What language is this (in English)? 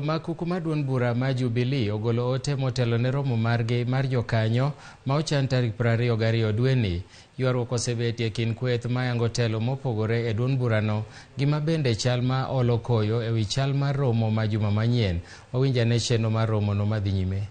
Luo (Kenya and Tanzania)